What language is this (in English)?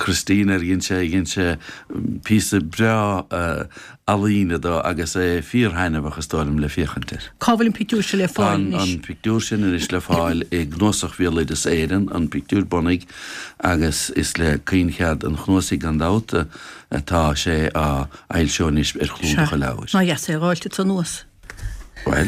Irish